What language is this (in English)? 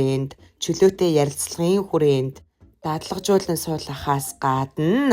Mongolian